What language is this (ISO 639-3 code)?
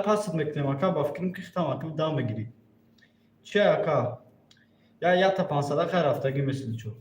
tgk